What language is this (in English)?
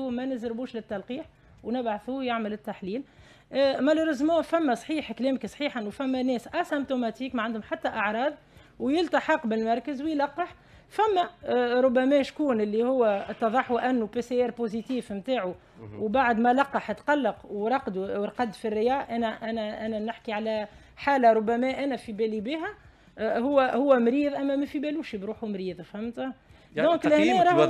Tunisian Arabic